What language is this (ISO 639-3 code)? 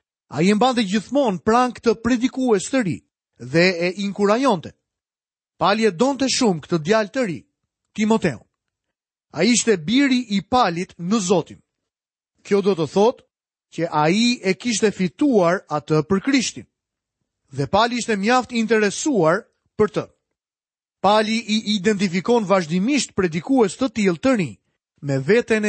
sqi